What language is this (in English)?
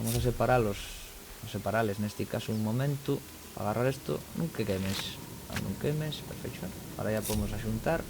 Asturian